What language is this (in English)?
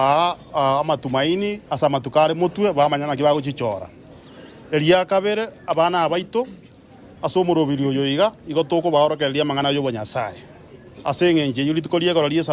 Gusii